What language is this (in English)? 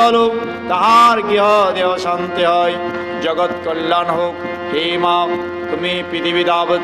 Bangla